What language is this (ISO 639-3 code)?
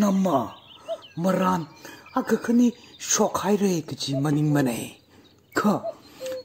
nmf